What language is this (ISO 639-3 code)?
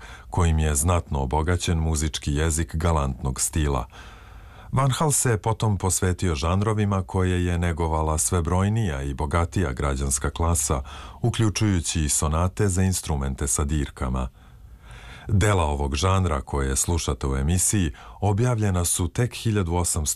srp